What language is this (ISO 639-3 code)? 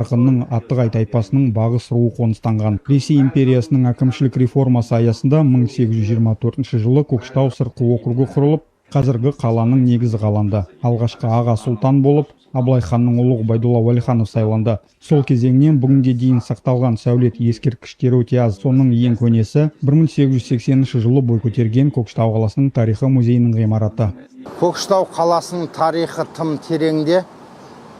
kaz